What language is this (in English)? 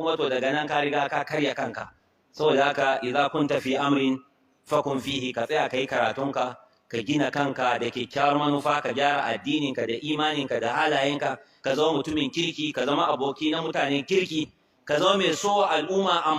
Hausa